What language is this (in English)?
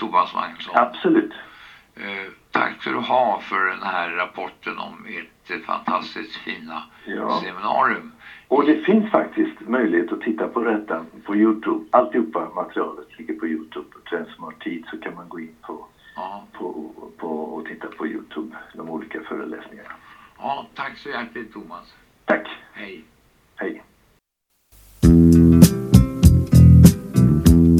Swedish